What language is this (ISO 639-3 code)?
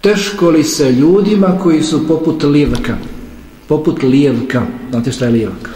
bos